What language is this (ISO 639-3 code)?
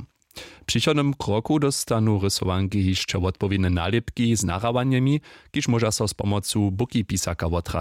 hsb